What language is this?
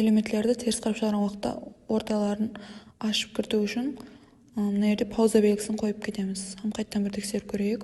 Kara-Kalpak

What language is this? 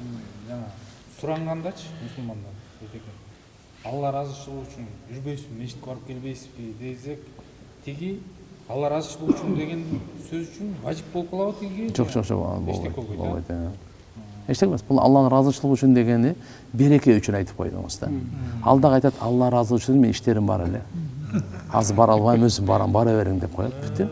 Kyrgyz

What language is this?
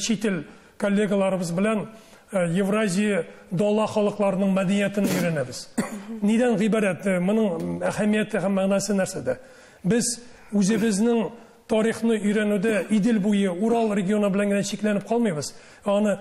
Tatar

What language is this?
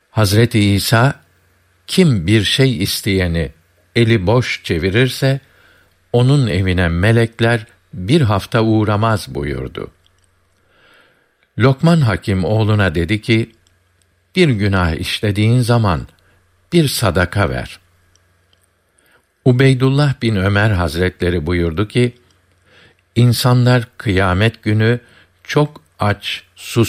Turkish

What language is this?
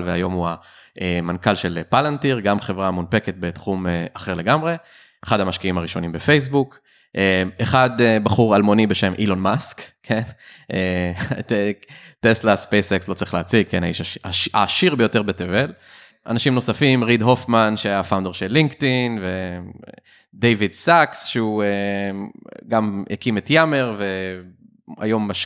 Hebrew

